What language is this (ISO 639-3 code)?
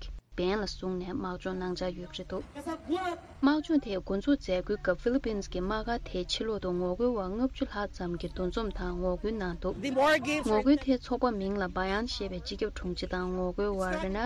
bod